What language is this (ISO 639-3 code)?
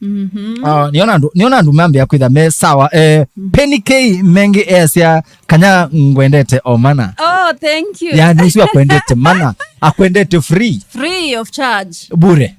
kam